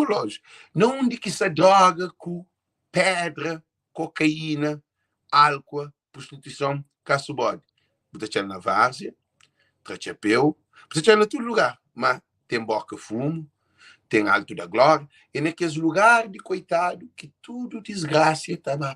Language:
Kabuverdianu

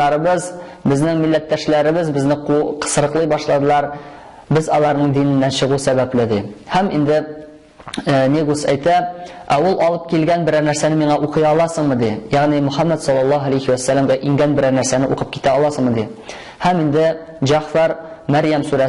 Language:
Tatar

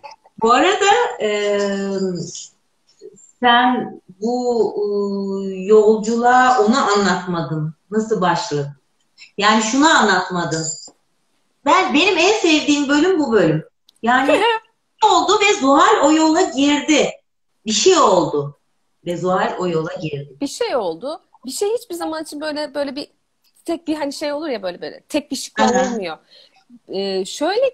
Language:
Turkish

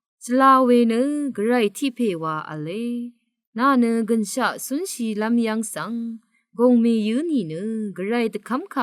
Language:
Rawang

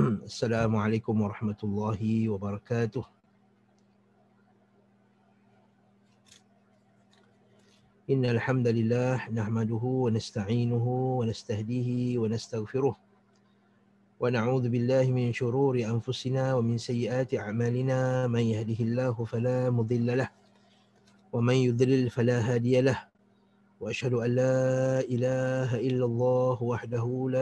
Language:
Malay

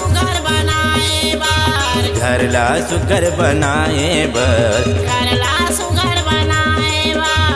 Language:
Chhattisgarhi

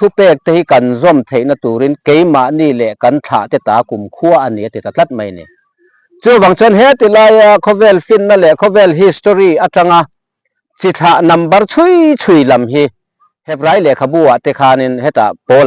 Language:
Mizo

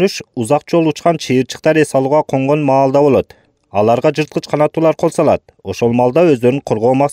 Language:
Kyrgyz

